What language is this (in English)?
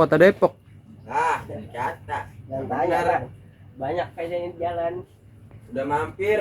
Betawi